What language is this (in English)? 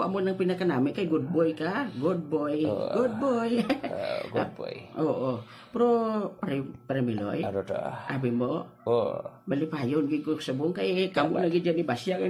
Hiligaynon